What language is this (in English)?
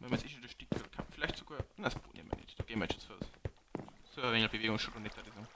Bavarian